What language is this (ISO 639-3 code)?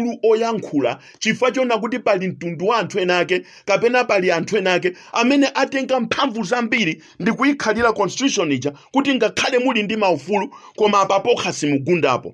nya